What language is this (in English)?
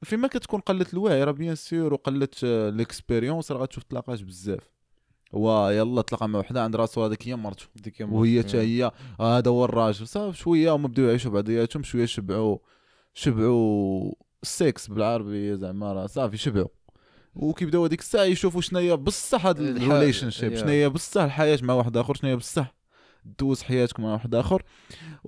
Moroccan Arabic